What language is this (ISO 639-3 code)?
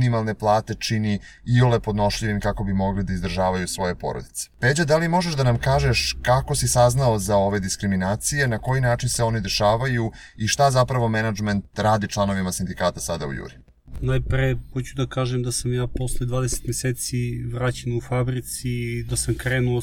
srp